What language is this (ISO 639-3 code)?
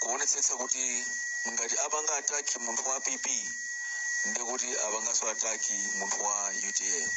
nya